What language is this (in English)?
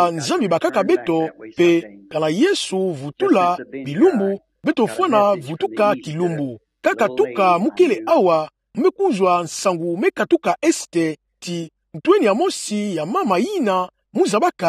Kituba (Democratic Republic of Congo)